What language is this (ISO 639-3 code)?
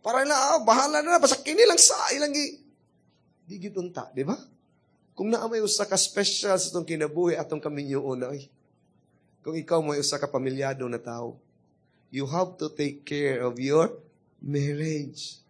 ceb